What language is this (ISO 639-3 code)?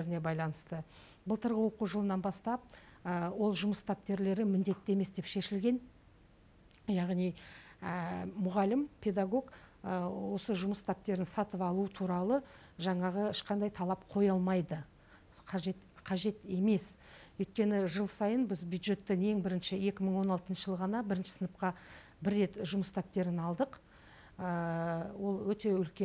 kaz